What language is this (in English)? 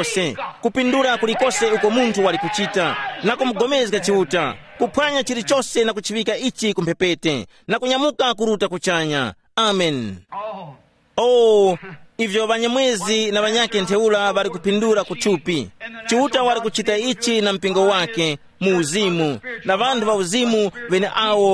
Tumbuka